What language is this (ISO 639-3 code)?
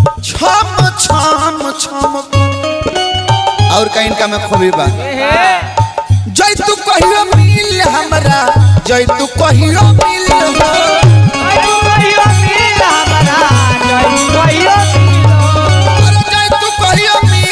bho